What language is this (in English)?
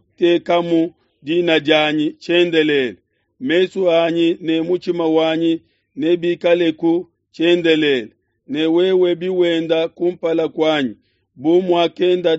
Luba-Lulua